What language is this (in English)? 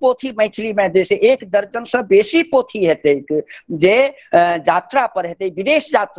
Maithili